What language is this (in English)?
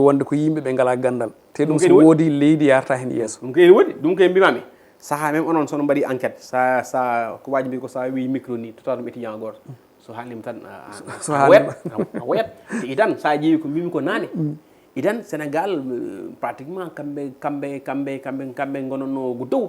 Fula